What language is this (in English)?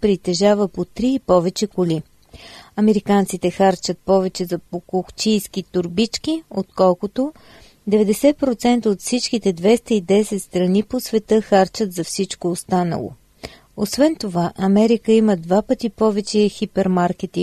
Bulgarian